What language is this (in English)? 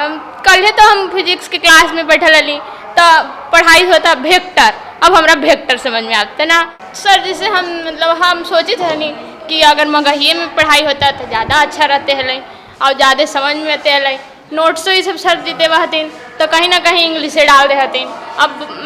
Magahi